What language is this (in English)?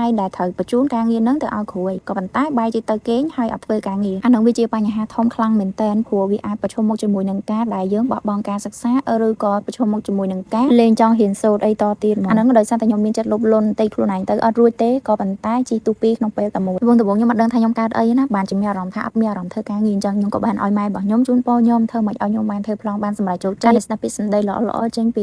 Khmer